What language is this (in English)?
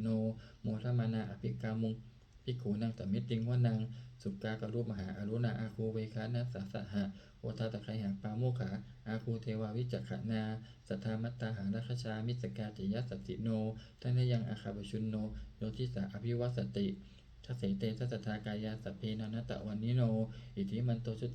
Pali